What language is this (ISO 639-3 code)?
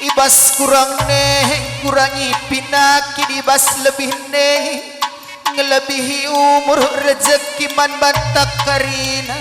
btx